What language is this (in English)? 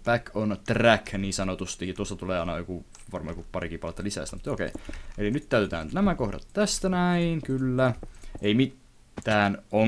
Finnish